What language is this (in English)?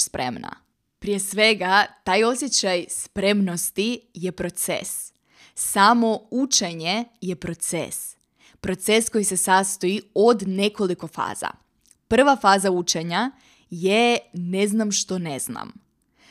Croatian